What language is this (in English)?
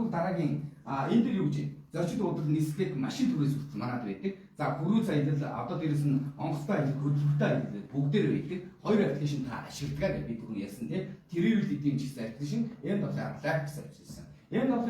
Mongolian